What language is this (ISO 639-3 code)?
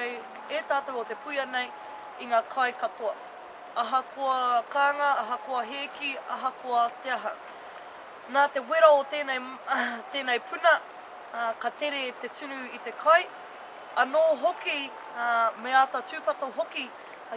mri